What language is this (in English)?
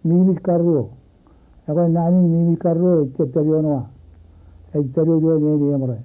Marshallese